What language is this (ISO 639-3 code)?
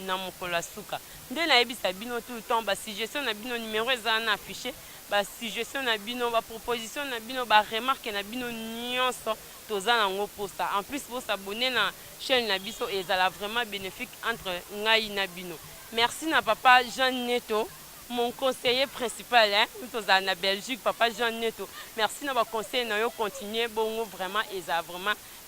lin